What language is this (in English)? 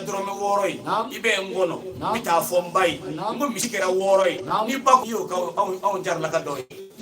Bambara